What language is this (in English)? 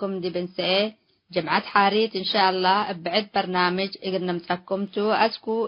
Tigre